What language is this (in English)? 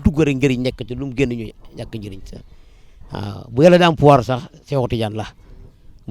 Wolof